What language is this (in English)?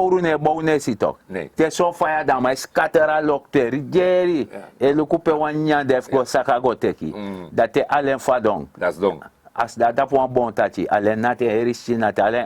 Sranan Tongo